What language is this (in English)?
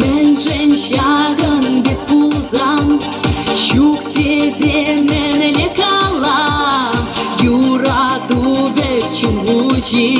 Chuvash